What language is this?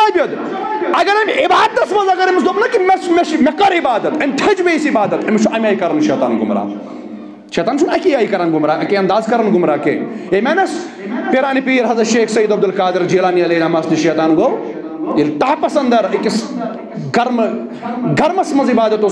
Kashmiri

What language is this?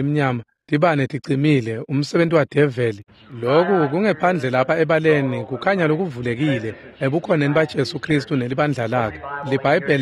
Swati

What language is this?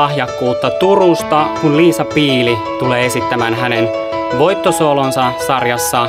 Finnish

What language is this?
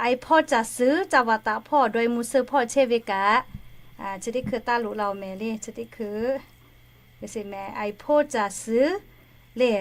Lahu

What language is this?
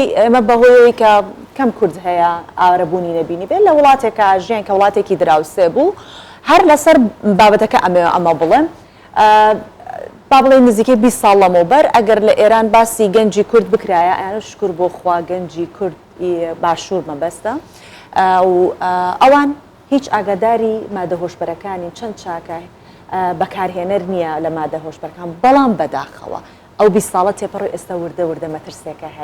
Central Kurdish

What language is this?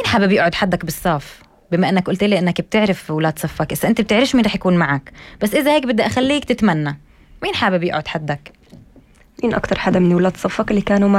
North Levantine Arabic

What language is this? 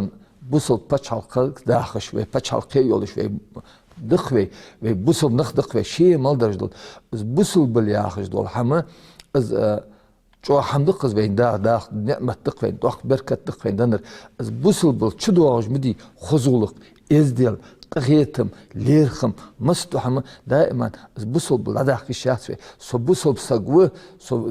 Ingush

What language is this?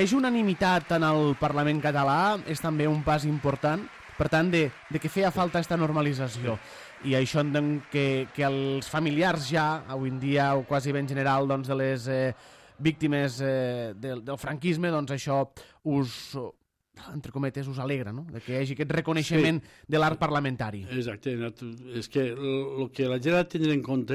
Catalan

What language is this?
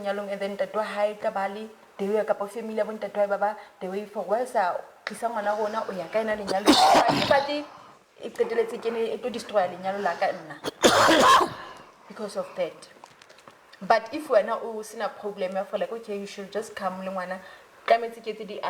Southern Sotho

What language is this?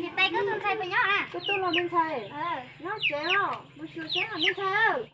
Hmong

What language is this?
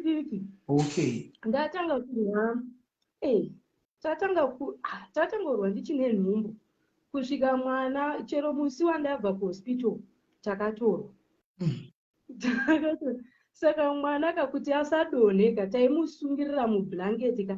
Shona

